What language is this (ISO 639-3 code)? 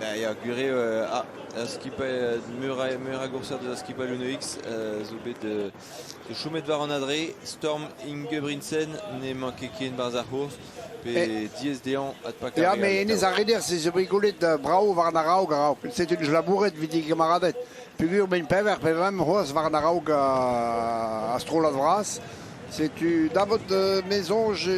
bre